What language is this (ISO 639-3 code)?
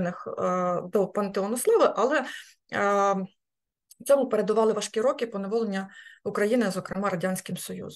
ukr